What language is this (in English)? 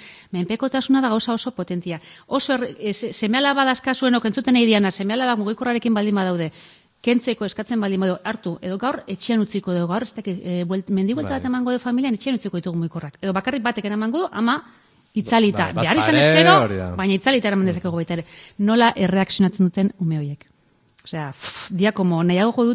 Basque